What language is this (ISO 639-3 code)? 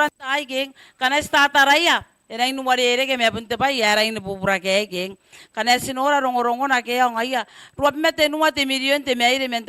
gil